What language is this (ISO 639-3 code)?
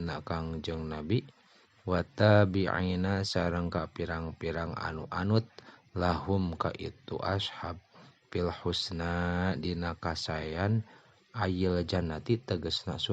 sun